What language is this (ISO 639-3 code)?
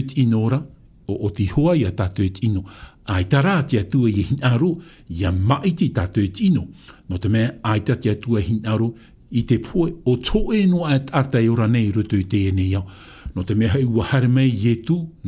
tah